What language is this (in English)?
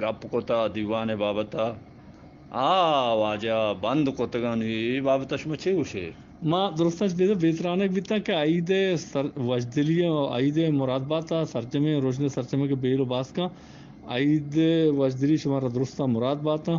Eastern Balochi